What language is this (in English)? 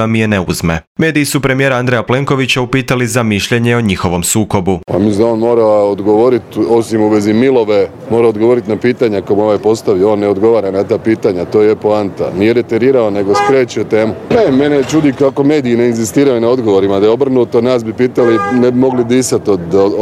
Croatian